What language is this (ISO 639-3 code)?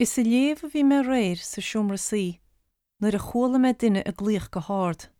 gle